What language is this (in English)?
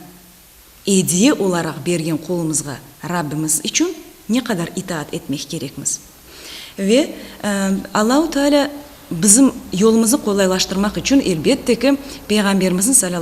Crimean Tatar